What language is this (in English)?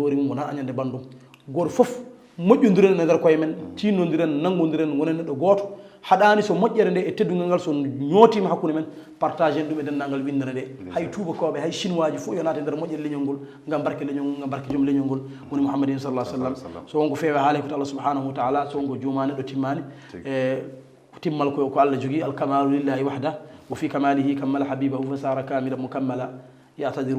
Fula